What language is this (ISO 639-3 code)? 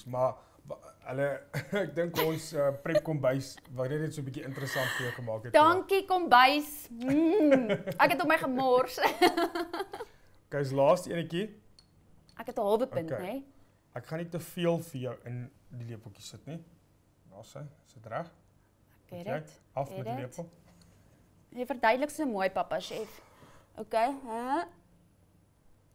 afr